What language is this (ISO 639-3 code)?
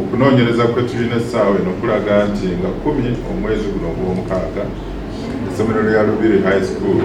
lug